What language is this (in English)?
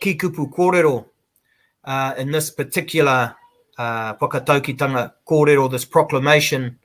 Māori